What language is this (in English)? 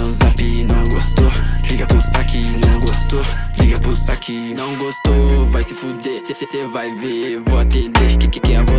Portuguese